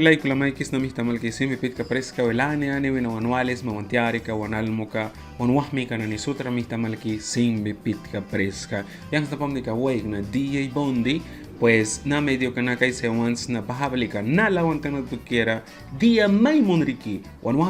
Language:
Mískito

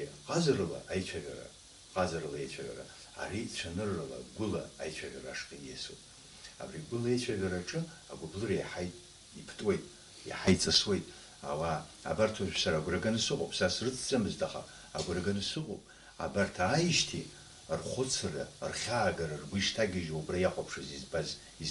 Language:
Abkhazian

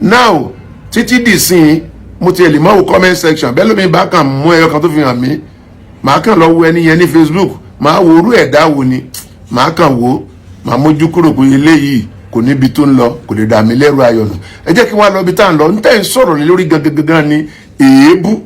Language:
Yoruba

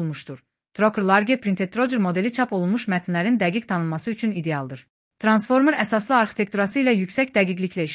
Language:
Azerbaijani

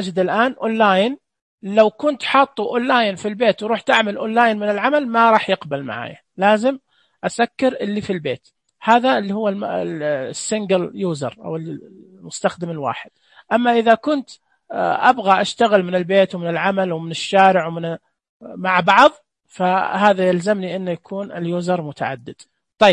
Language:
Najdi Arabic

